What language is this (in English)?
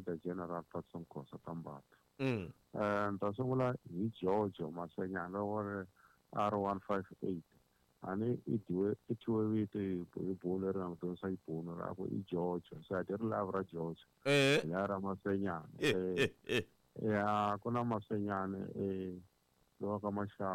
Tsonga